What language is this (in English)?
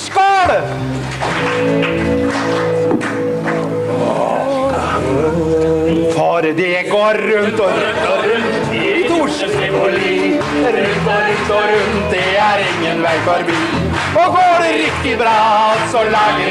Norwegian